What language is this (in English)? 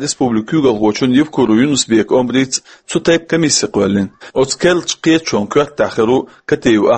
Chechen